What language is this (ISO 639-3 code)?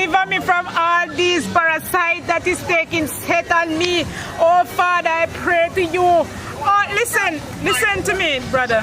jam